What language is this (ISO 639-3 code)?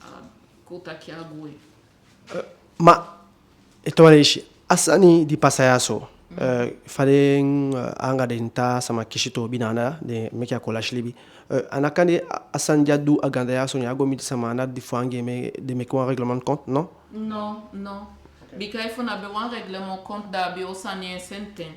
djk